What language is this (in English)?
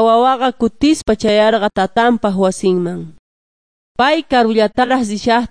Quechua